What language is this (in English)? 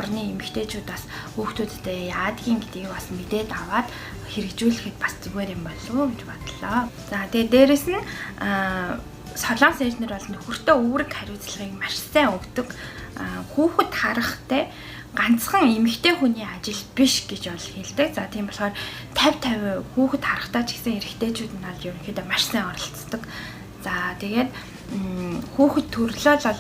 Mongolian